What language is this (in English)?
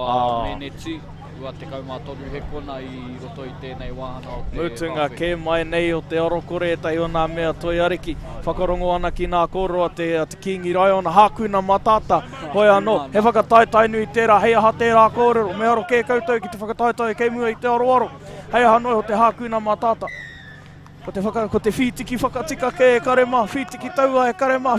Māori